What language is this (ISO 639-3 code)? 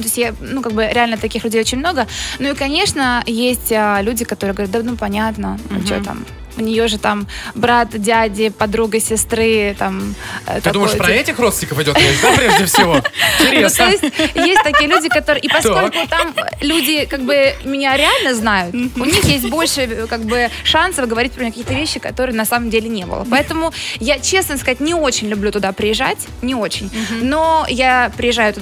rus